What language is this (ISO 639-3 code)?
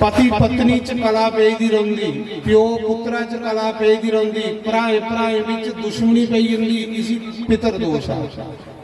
doi